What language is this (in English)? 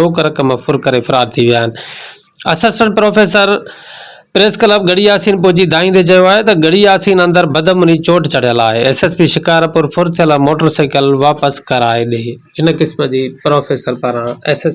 Sindhi